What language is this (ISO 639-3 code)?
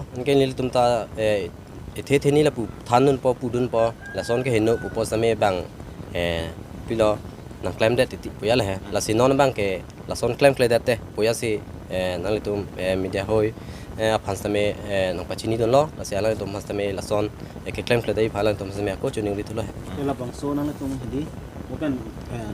mjw